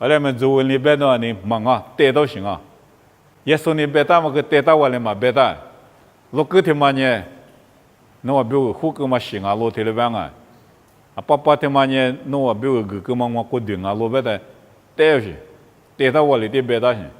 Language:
Lisu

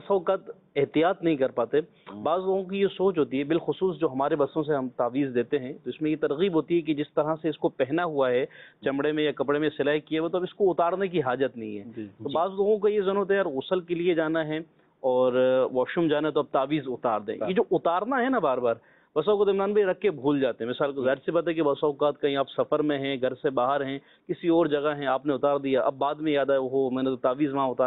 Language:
Urdu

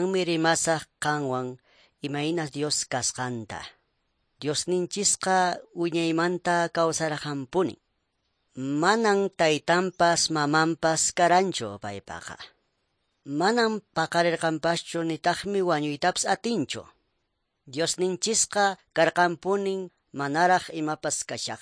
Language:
Quechua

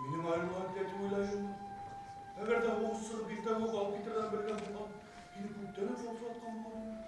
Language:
Bashkir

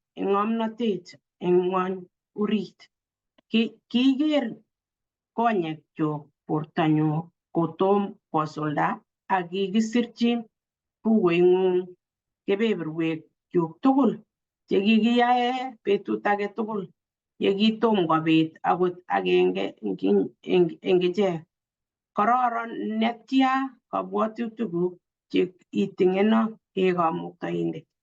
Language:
Kalenjin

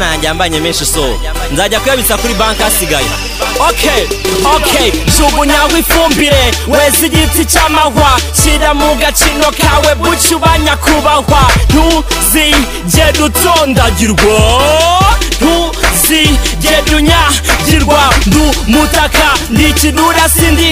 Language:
Kinyarwanda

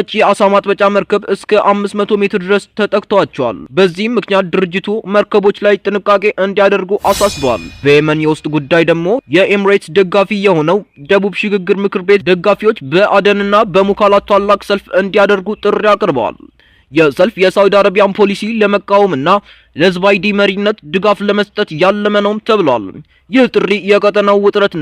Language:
Amharic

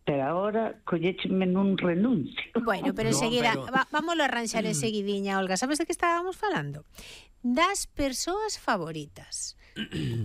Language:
Galician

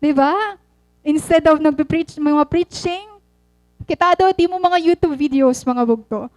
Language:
Waray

